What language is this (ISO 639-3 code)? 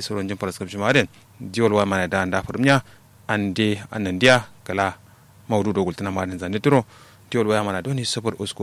kau